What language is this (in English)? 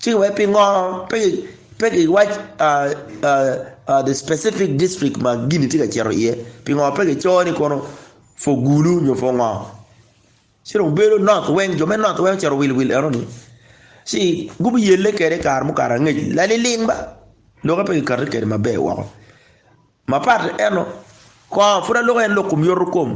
Acoli